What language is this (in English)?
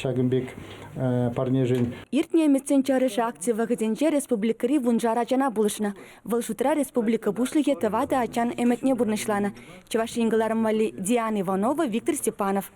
Chuvash